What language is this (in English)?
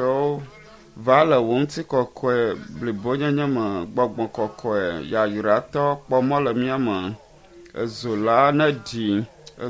Ewe